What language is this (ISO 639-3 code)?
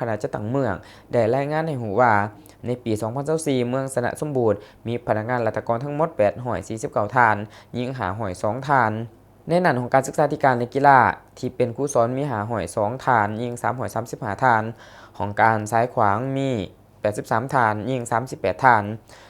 lao